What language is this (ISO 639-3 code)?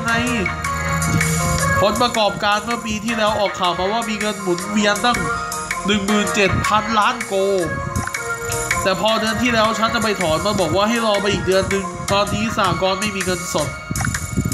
tha